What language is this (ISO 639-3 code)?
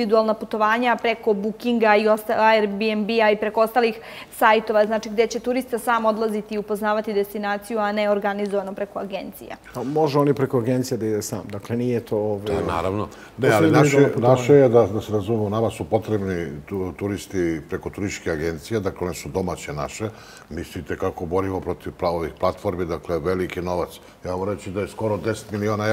srp